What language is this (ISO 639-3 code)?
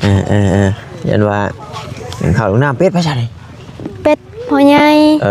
tts